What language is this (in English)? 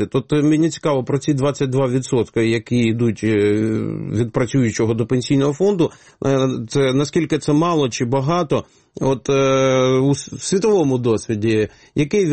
Ukrainian